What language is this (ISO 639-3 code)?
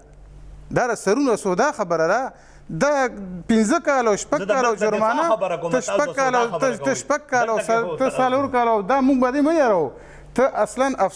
pus